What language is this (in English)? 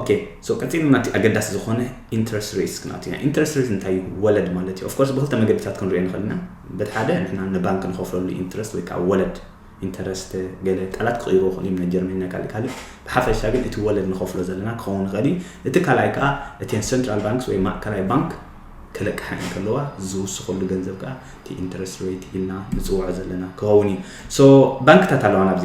Tigrinya